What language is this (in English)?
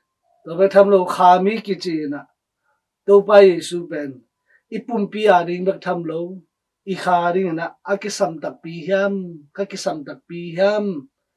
Tedim Chin